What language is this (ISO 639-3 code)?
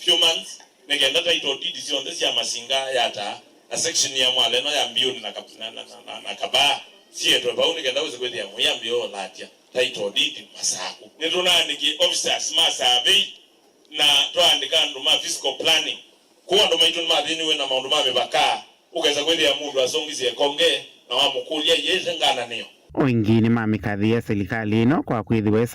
kam